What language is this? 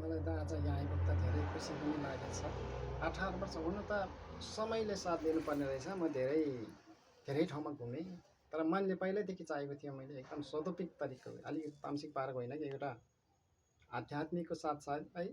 Nepali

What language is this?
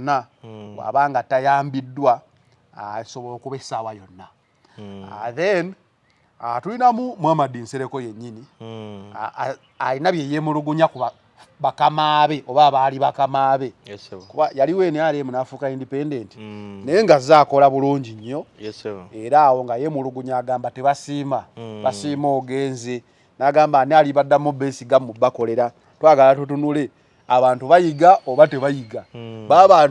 Ganda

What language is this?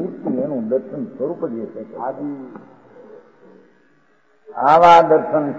Gujarati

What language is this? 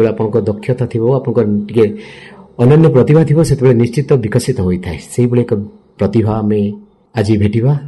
Odia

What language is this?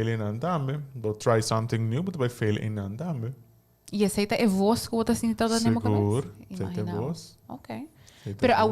Papiamento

